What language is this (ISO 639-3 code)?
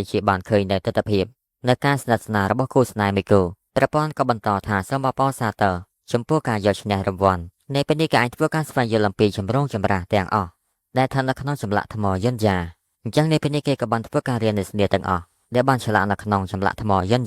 khm